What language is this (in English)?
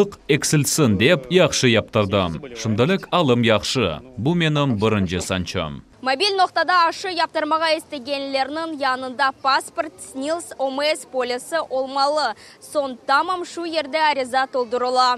Crimean Tatar